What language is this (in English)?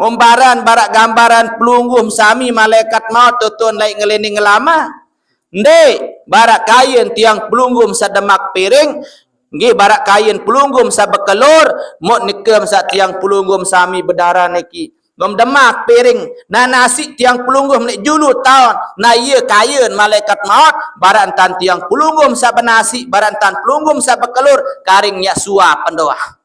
Sasak